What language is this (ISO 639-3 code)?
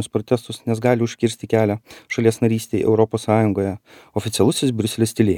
lit